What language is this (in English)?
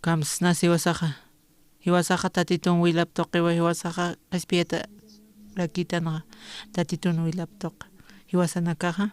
Aymara